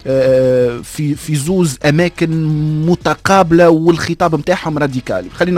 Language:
Tunisian Arabic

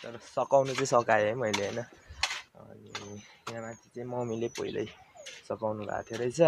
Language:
Nepali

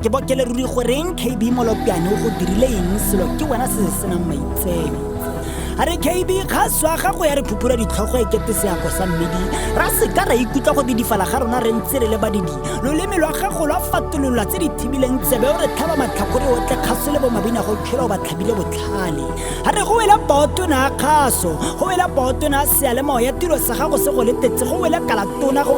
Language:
Tswana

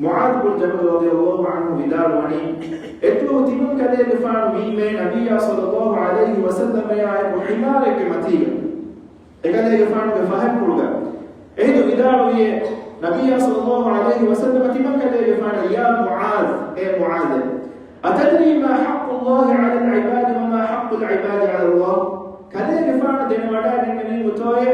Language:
Divehi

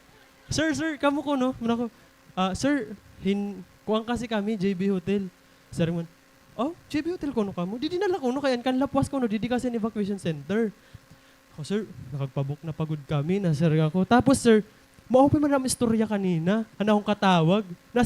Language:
Waray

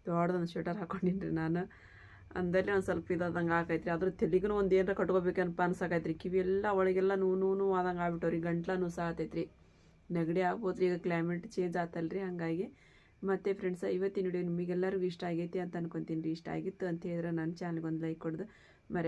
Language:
Kannada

